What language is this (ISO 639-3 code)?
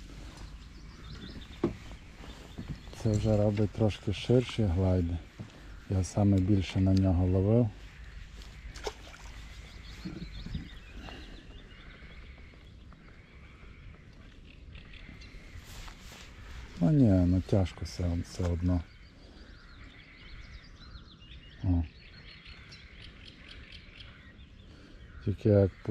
ukr